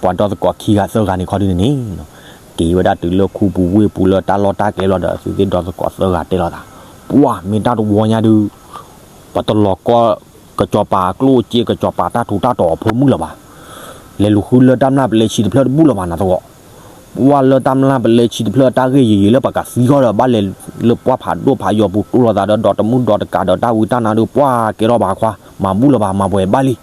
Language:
S'gaw Karen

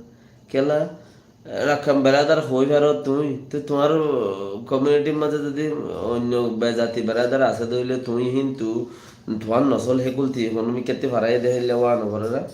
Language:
Rohingya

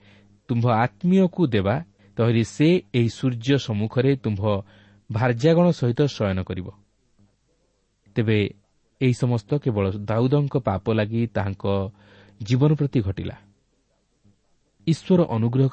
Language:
Odia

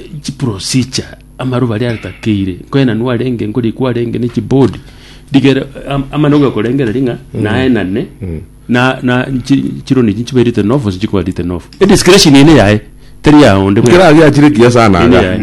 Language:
Gusii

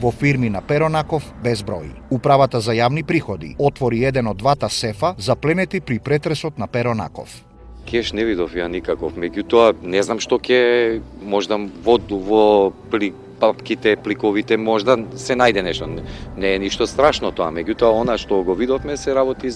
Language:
Macedonian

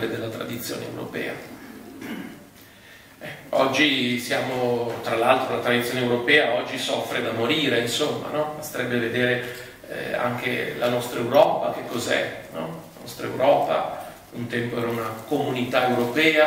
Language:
Italian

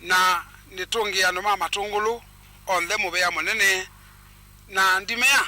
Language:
Kamba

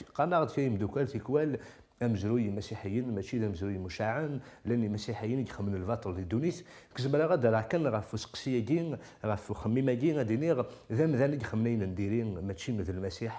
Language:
Kabyle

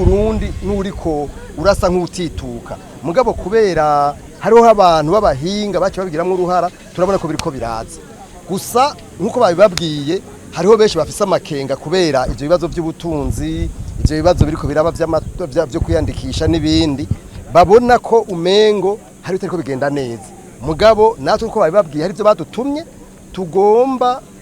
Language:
Rundi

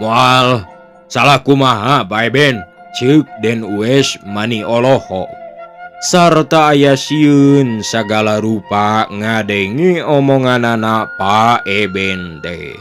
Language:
Sundanese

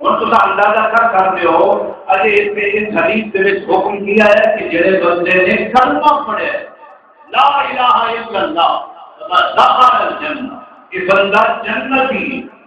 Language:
Saraiki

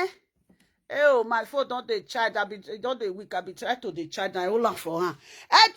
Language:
Nigerian Pidgin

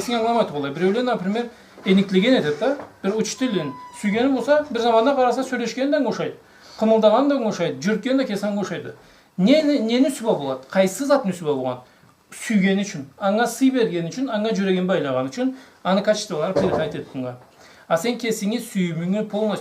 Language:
Karachay-Balkar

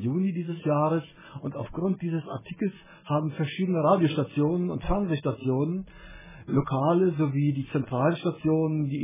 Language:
German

